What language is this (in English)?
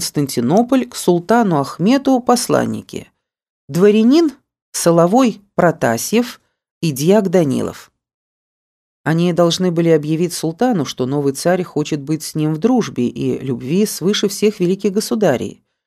Russian